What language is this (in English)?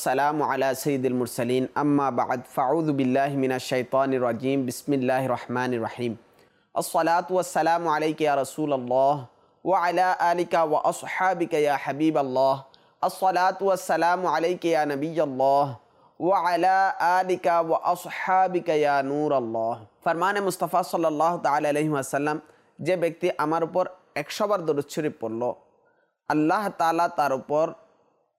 Bangla